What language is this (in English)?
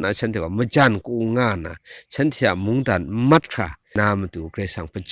Kachin